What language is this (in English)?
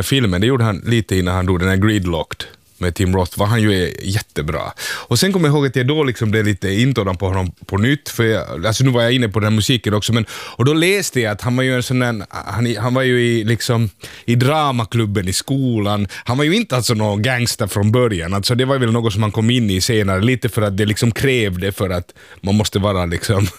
Swedish